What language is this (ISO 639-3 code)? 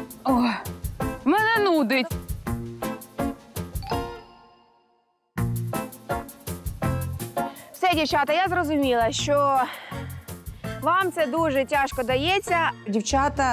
ukr